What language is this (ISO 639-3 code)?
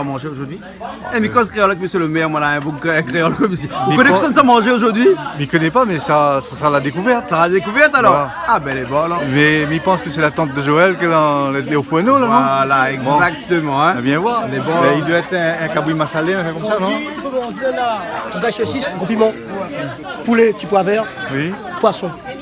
rcf